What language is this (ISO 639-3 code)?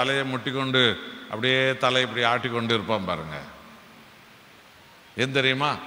tam